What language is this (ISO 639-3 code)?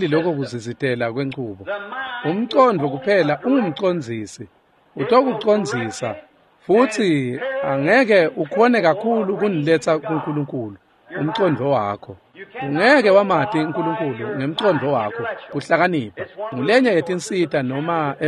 ssw